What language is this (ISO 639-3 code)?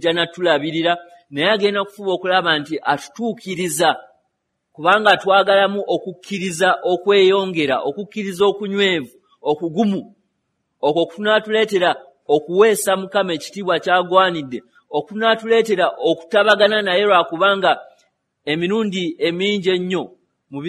lug